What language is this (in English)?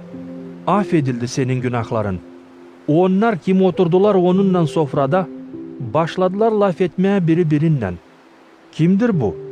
Gagauz